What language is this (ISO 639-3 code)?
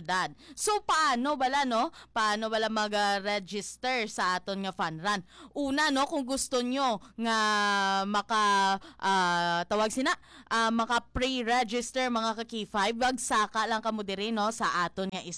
hil